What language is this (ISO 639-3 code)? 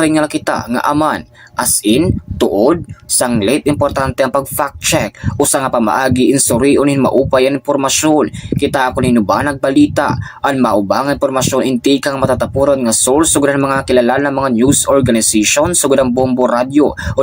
war